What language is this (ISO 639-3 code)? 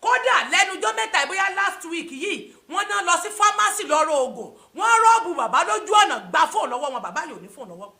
yor